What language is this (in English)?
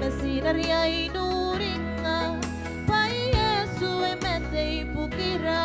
Gilbertese